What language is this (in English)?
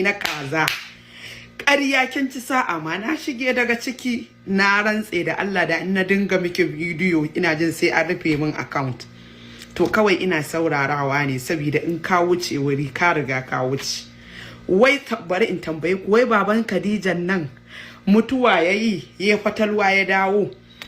Hausa